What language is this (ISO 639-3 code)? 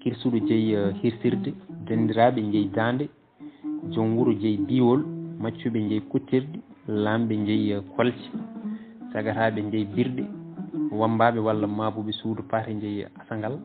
ful